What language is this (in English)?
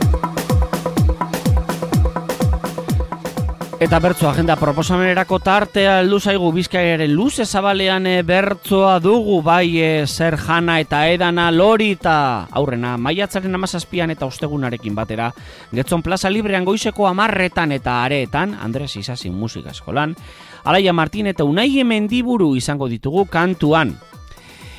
Basque